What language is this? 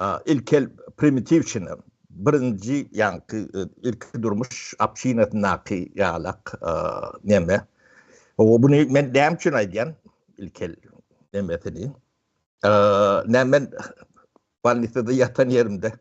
Turkmen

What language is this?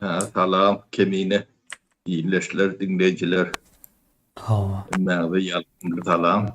Turkmen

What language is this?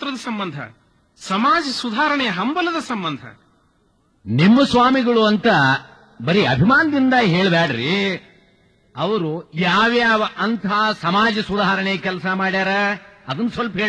Kannada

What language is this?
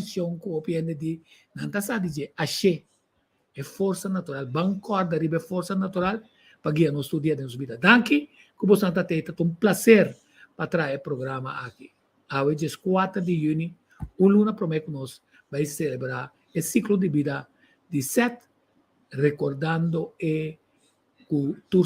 Papiamento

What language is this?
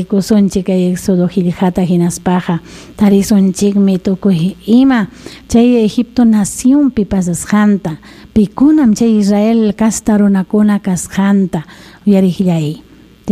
Ayacucho Quechua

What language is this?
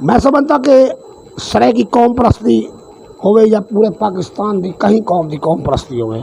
Saraiki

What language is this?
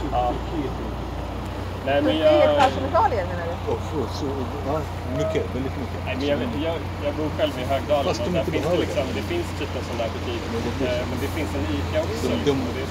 Swedish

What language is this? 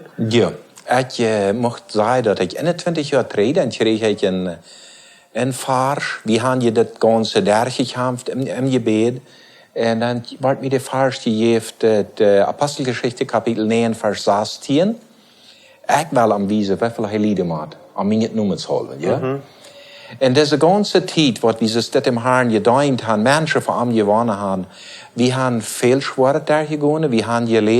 Plautdietsch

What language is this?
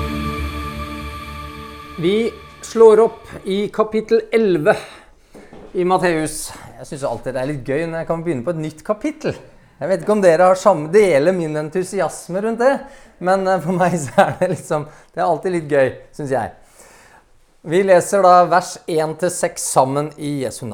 Norwegian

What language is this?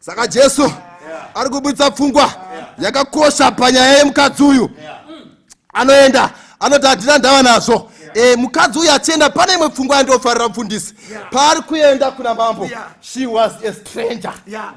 Shona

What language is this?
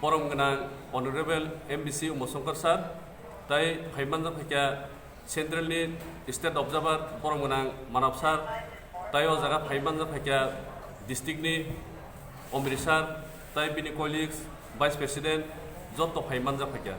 Kok Borok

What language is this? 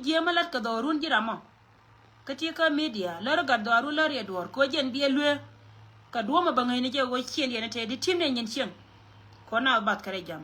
Nuer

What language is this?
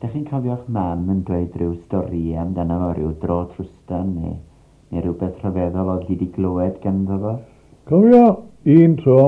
Welsh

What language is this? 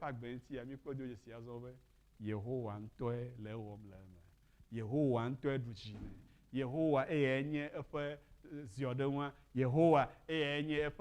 Ewe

